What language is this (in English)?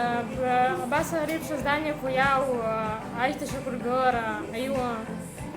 Abkhazian